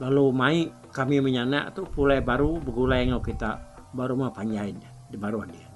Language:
Iban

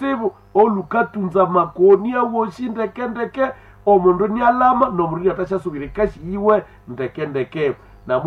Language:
Nande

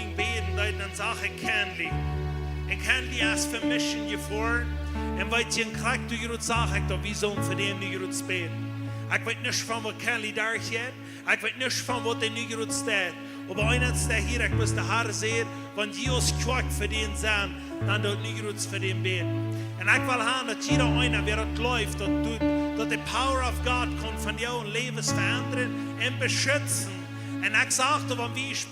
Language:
Plautdietsch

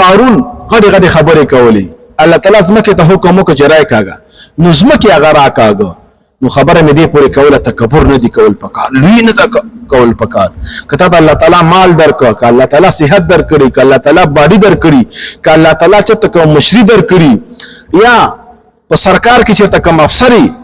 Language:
Pashto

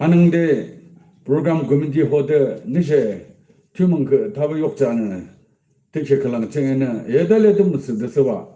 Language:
Yimchungru Naga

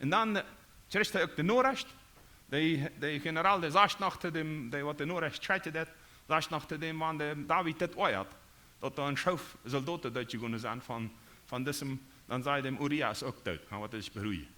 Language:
Plautdietsch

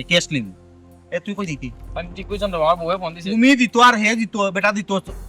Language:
Sylheti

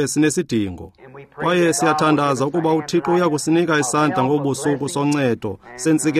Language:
Xhosa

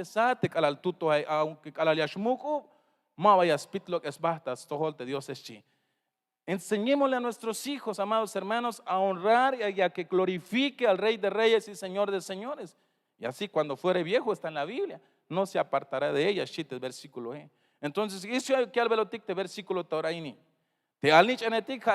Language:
Tzeltal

